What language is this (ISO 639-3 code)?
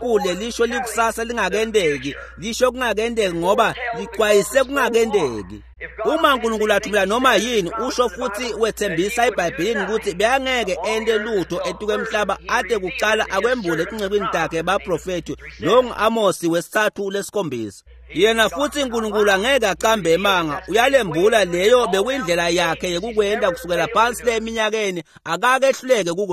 ssw